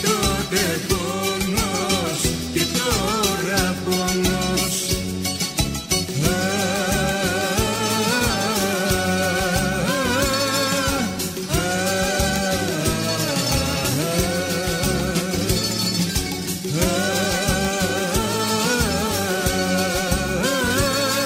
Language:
Greek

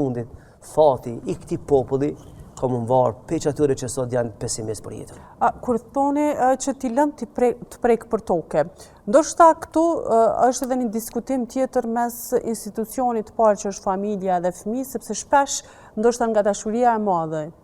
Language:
Albanian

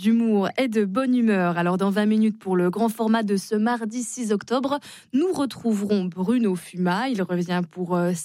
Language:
French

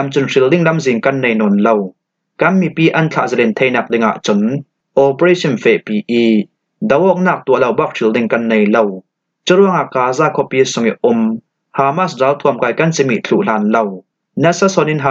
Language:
Falam Chin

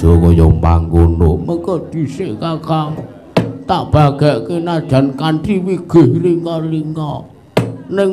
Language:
Javanese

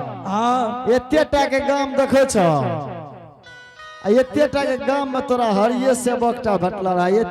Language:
Angika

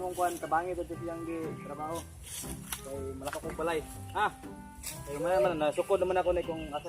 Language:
Cebuano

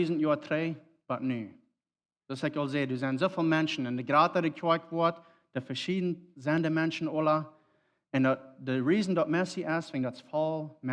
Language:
Plautdietsch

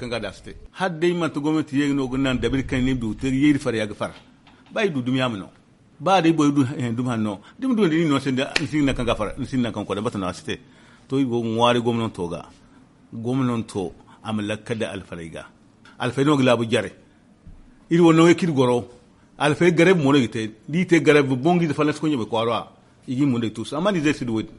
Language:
Zarma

